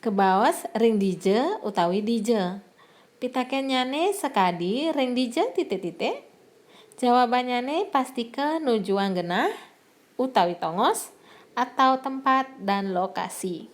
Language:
Balinese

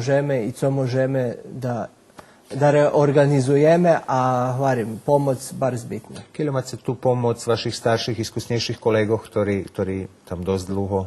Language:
Rusyn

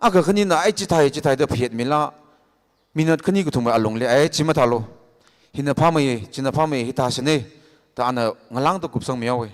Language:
Tangkhul Naga (India)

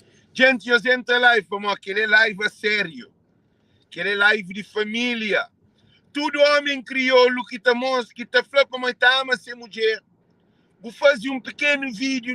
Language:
Kabuverdianu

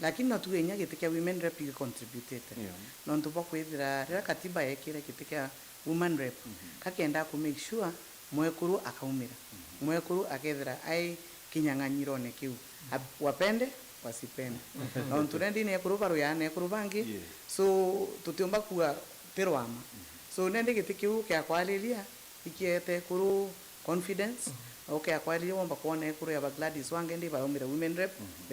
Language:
Meru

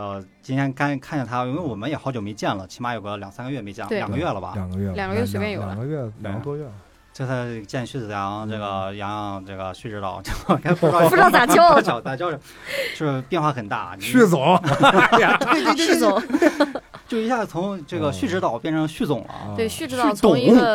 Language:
Chinese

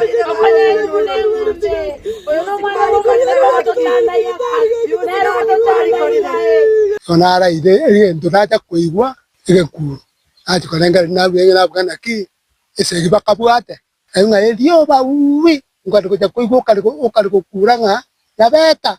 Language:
Gusii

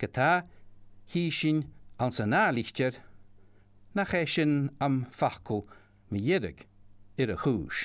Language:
Scottish Gaelic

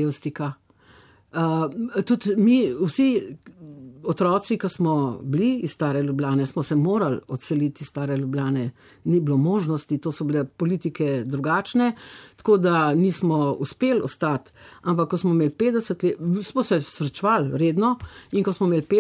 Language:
Slovenian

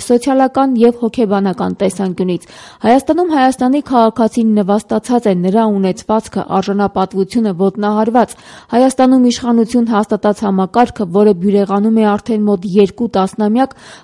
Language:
Armenian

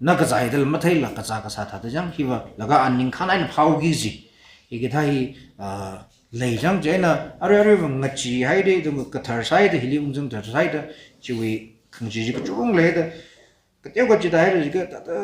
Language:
Tangkhul Naga (India)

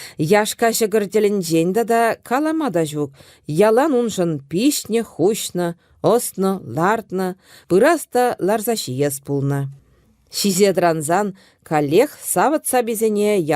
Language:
Chuvash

